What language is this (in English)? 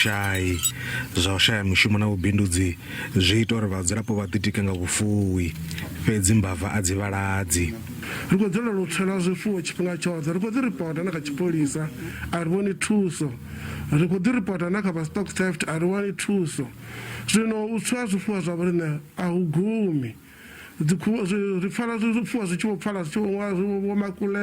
Venda